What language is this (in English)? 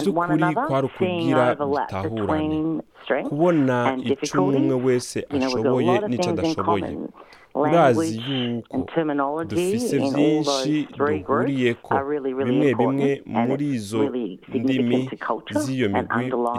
Rundi